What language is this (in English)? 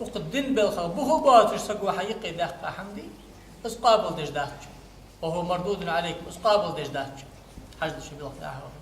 Ingush